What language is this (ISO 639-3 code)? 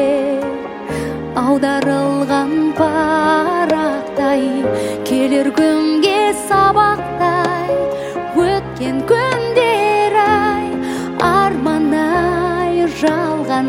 kaz